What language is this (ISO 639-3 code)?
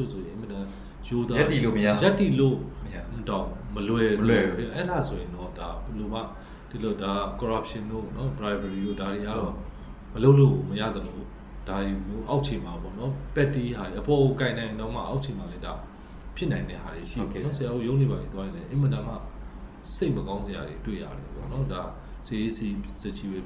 mya